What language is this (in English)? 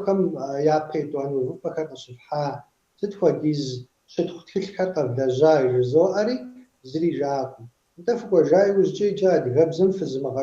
Kabardian